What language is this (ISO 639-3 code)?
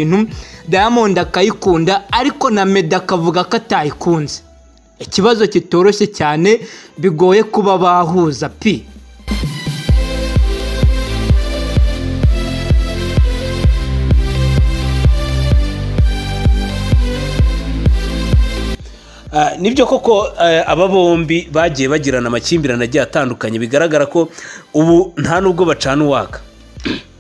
kin